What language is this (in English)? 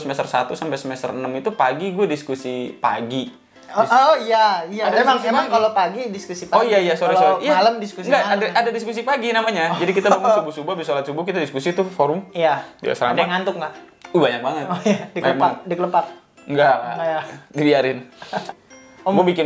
Indonesian